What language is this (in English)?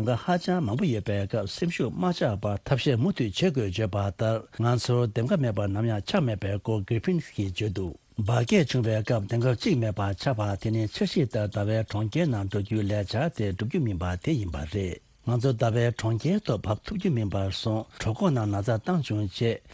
Tibetan